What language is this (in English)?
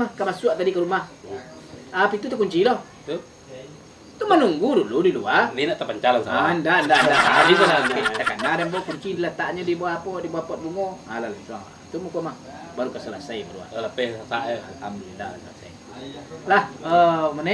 Minangkabau